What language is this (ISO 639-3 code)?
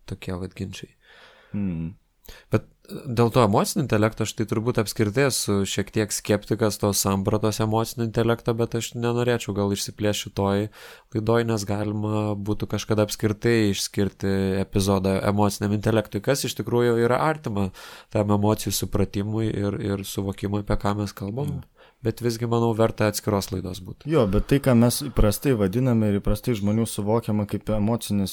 lit